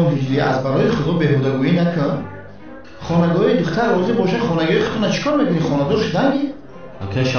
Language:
Tajik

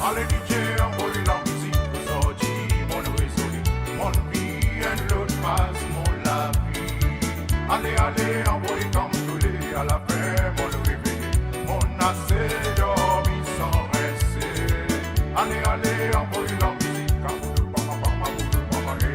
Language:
Morisyen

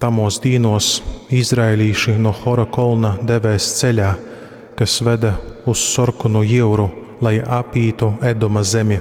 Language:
Latgalian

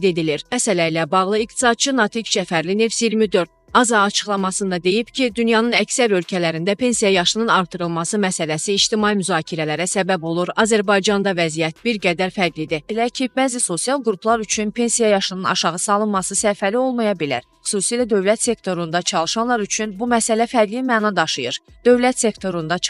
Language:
Azerbaijani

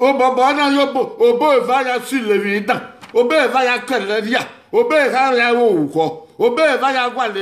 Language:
Bini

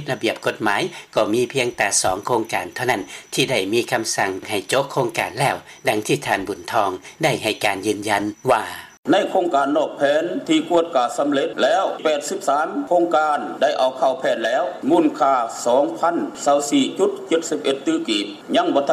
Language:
Lao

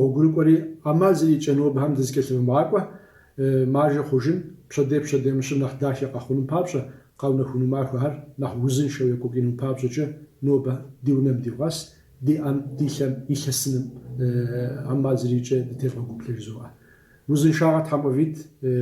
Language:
Kabardian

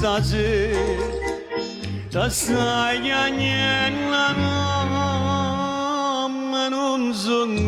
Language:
Neapolitan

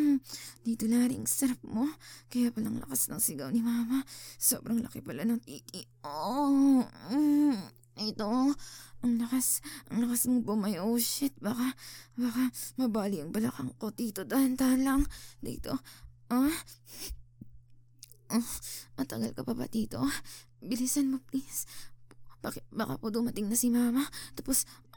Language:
Filipino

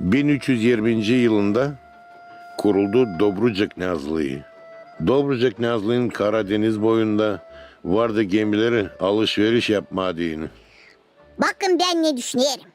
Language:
Gagauz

